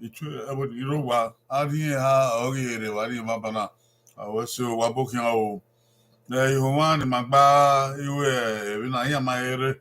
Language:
Bini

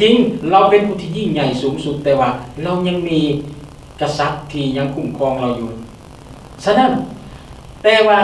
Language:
Lao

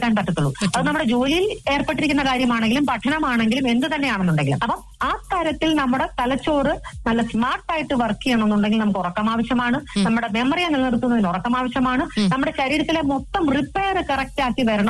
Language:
Malayalam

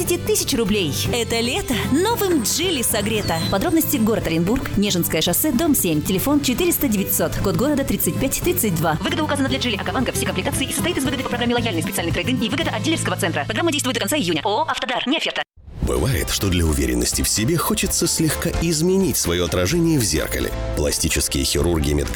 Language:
Russian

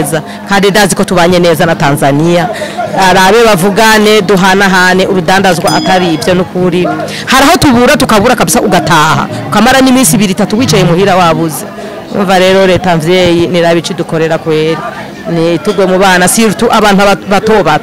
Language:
Rundi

